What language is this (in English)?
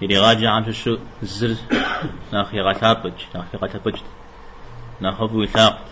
Kabardian